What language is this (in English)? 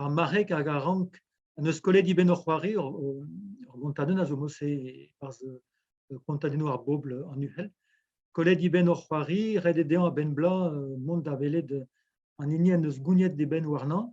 Breton